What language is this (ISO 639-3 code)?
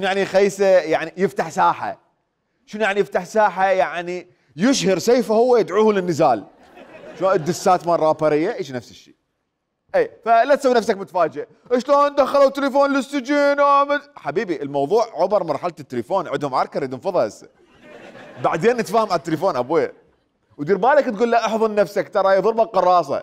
acm